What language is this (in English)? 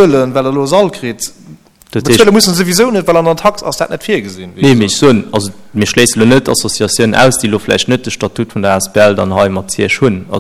Luxembourgish